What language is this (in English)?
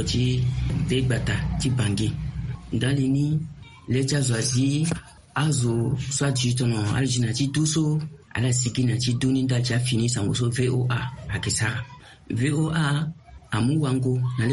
Sango